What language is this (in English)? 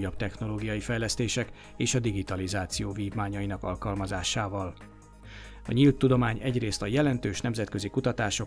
Hungarian